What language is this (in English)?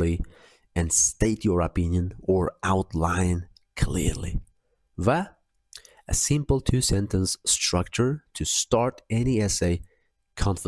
Uzbek